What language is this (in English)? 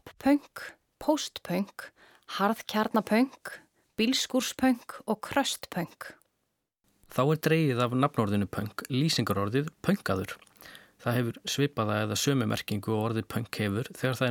Icelandic